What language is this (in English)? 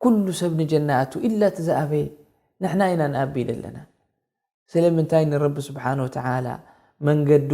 Tigrinya